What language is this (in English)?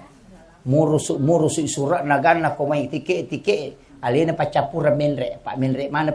Buginese